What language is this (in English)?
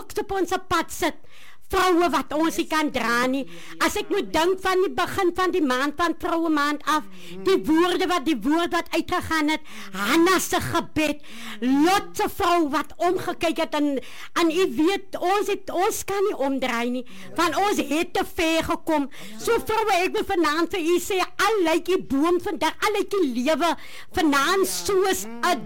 Afrikaans